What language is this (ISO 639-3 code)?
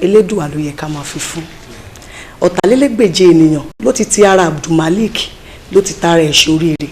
yor